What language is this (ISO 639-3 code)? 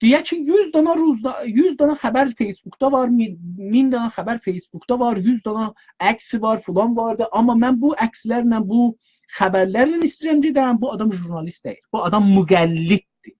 azb